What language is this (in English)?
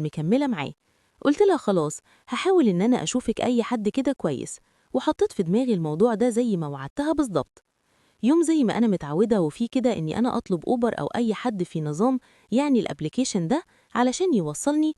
Egyptian Arabic